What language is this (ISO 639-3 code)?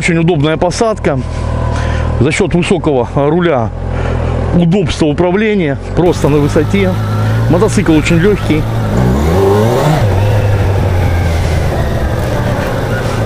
rus